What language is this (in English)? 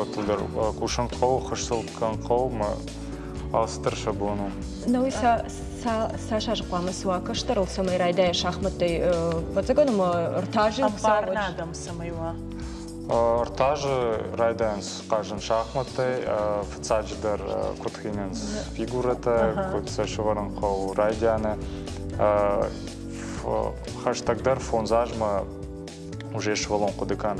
Ossetic